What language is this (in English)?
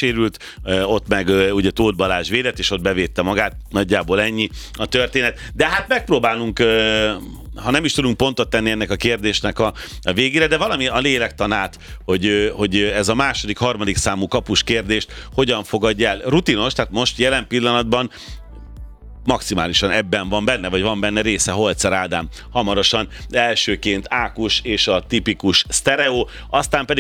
Hungarian